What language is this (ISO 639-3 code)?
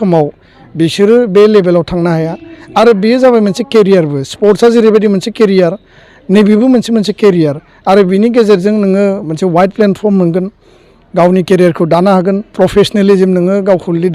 brx